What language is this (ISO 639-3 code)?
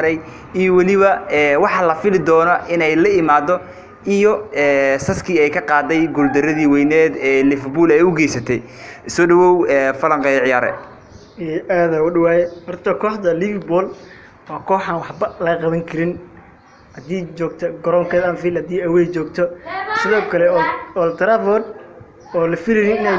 som